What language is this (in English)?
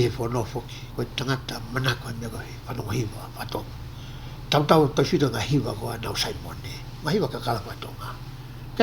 Tongan